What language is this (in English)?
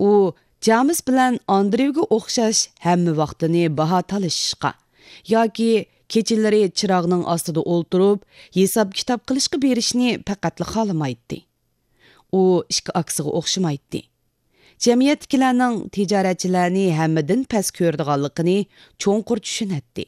Uyghur